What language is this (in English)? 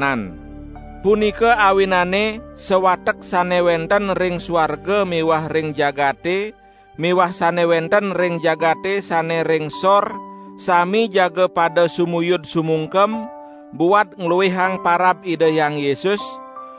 Balinese